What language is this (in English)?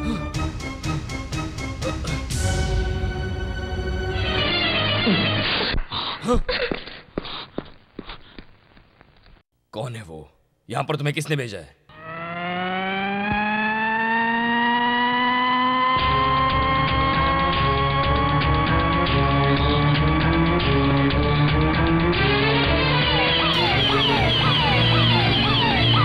Hindi